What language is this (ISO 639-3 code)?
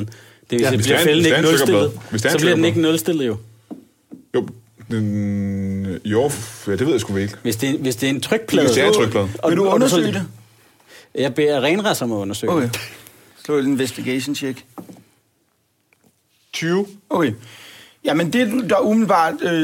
dan